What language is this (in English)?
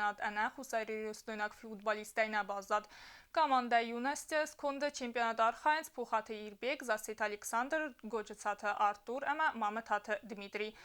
Ossetic